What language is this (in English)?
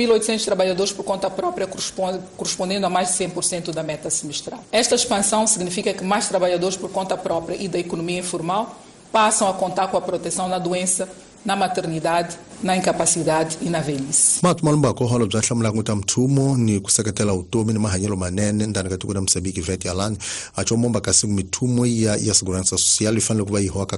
Tsonga